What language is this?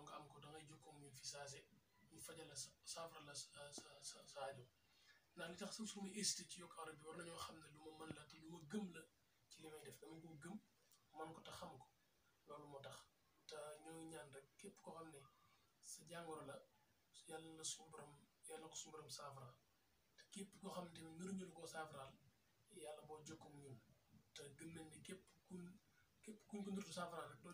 Wolof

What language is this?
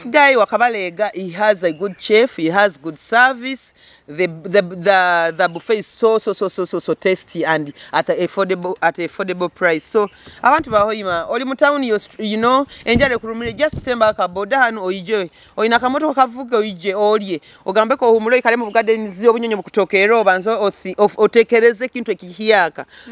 Nyoro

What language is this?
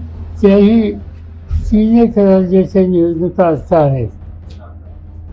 Marathi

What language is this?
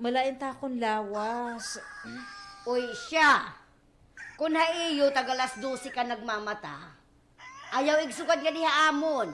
Waray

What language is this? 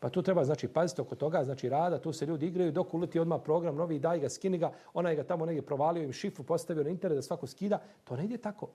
Bosnian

